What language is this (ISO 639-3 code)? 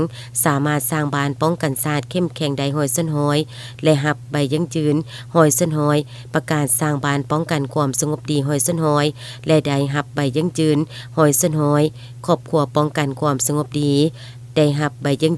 lao